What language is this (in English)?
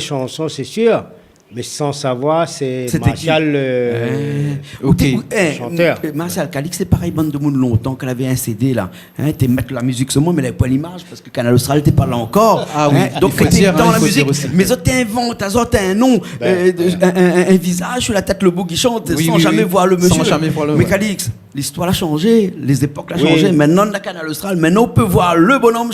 Réunion Creole French